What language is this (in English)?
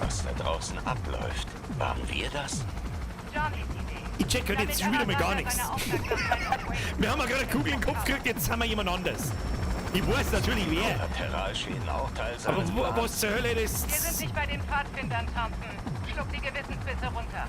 Bavarian